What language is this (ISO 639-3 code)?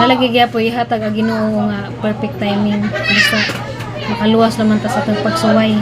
ceb